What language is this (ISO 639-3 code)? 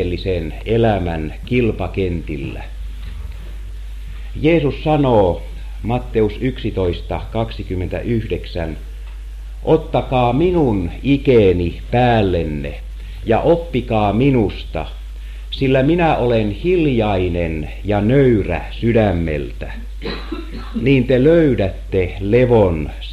fin